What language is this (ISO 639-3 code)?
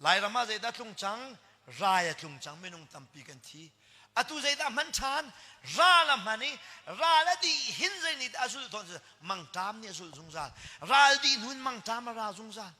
cnh